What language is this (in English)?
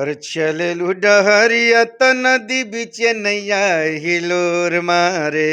Bhojpuri